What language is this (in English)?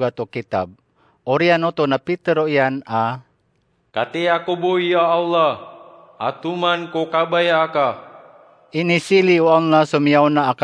Maranao